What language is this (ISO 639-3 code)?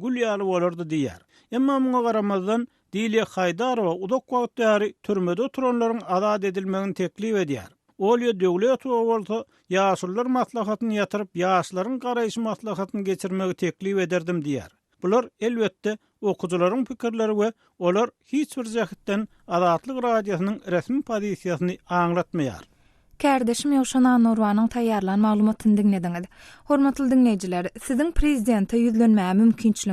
tuk